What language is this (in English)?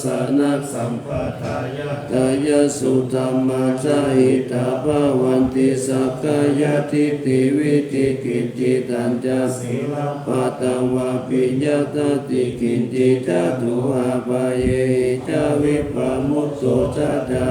Pali